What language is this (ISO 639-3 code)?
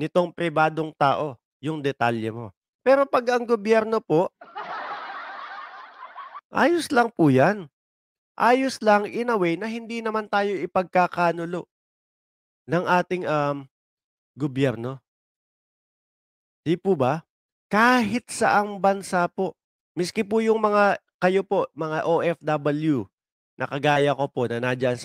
fil